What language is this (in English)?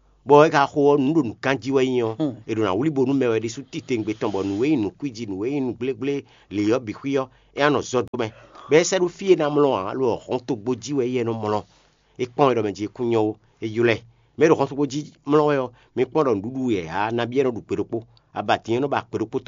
Fon